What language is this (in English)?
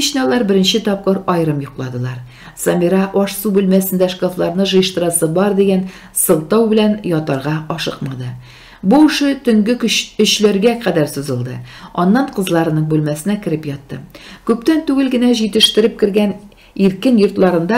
Tatar